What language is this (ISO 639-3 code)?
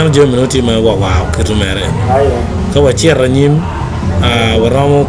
ach